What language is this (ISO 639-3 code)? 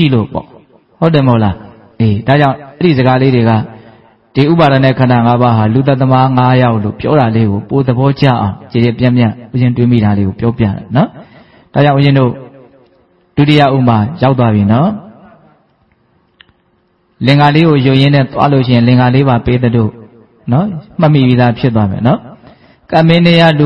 mya